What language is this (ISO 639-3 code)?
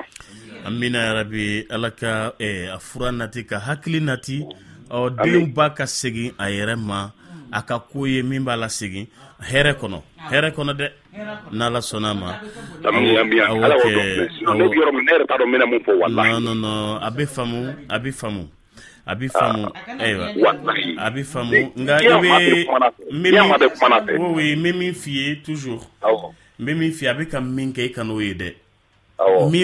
bam